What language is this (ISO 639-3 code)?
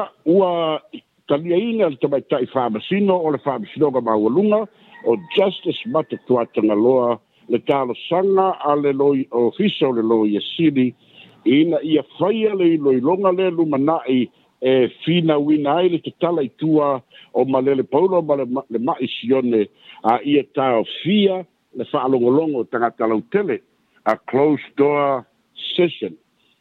smo